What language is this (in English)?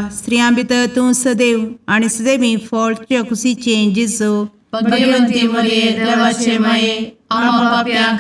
Konkani